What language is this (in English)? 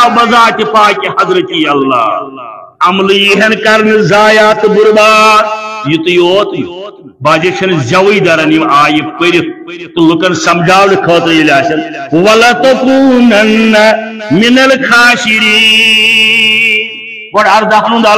Kashmiri